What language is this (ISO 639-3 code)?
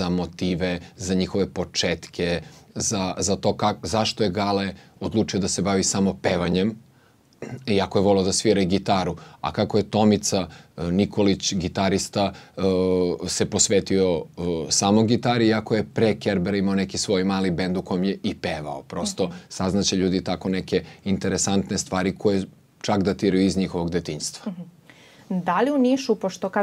srp